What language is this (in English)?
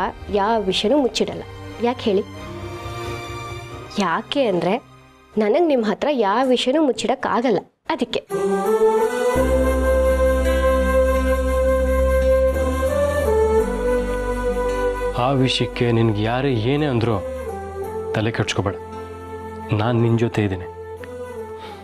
Kannada